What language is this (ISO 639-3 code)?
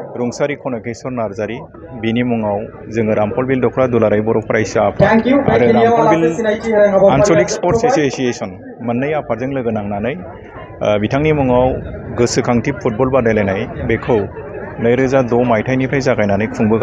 brx